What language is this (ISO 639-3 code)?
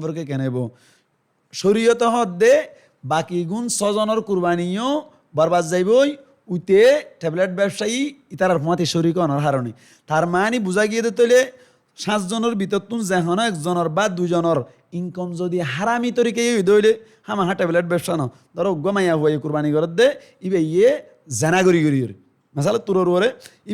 rhg